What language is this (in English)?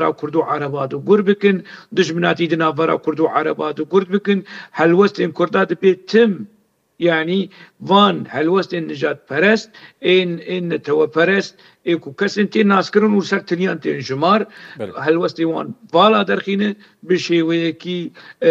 Kurdish